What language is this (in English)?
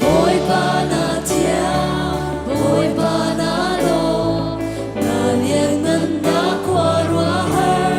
Hakha Chin